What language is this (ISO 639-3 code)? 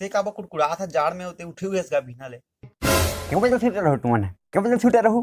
hne